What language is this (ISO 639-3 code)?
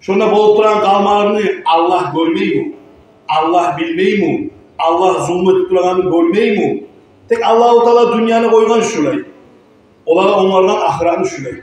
kum